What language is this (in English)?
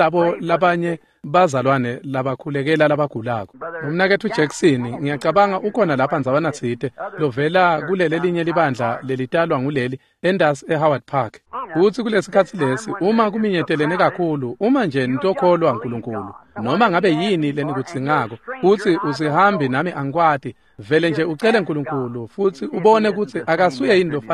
Swati